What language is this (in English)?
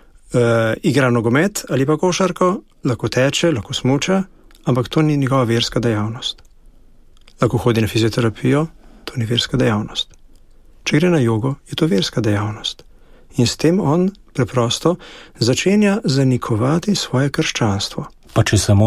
Slovenian